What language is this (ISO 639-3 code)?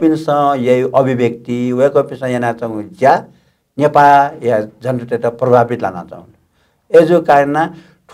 new